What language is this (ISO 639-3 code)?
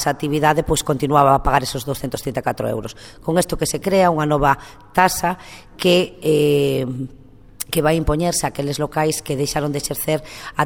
glg